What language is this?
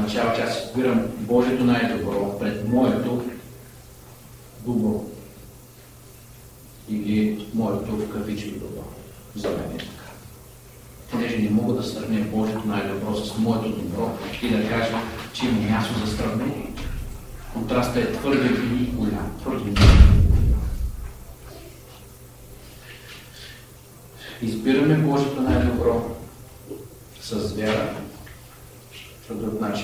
Bulgarian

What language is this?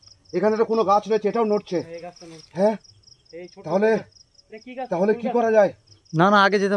Bangla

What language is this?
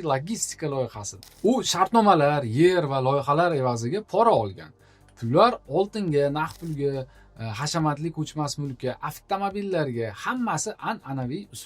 Uzbek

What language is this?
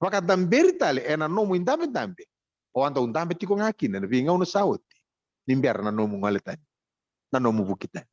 Fijian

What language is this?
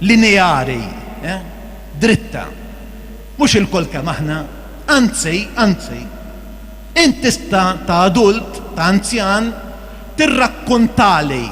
Maltese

